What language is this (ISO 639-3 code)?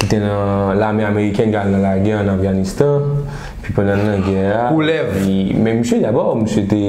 hat